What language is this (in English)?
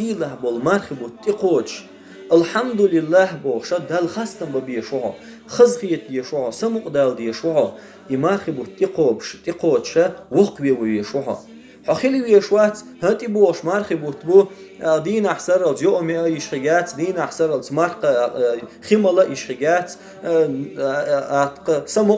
Chechen